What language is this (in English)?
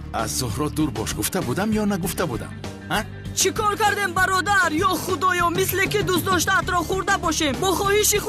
Tajik